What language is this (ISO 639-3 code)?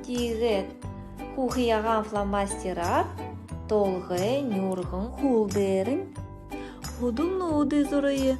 bua